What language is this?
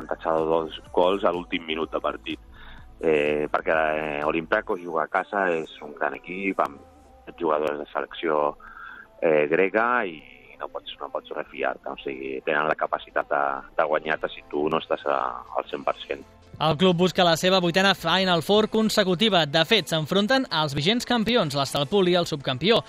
Catalan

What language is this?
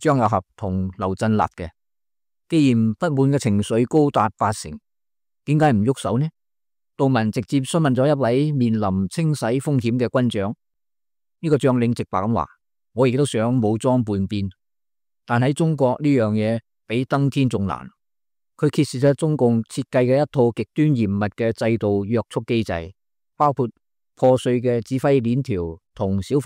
Cantonese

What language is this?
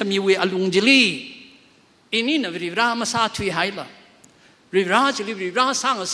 Tangkhul Naga (India)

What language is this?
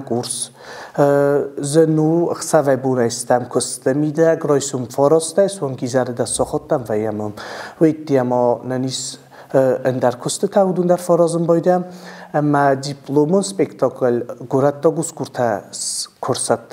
Ossetic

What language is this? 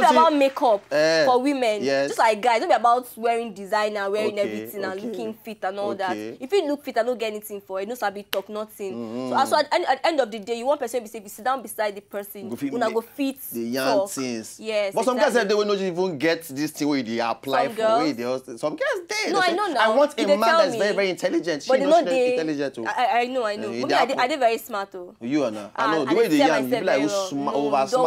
Nigerian Pidgin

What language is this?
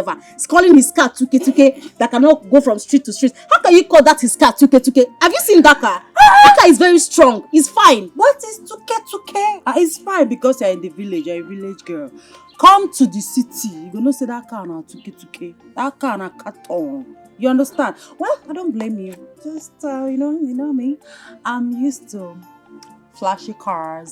Nigerian Pidgin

